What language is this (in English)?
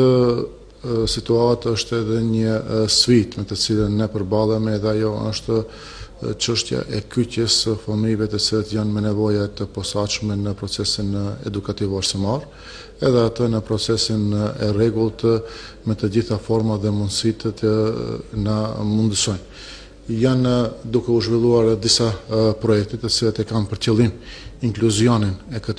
Albanian